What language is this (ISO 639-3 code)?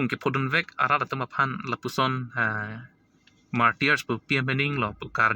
mjw